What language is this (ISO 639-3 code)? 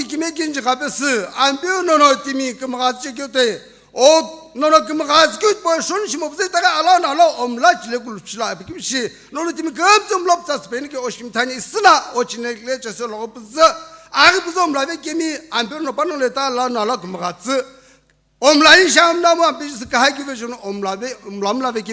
nsm